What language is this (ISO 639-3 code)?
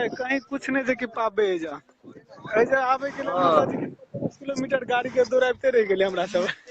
mai